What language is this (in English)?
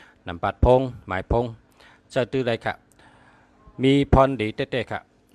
Shan